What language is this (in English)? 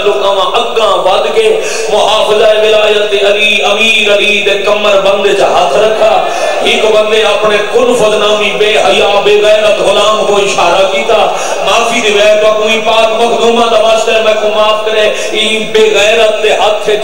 Saraiki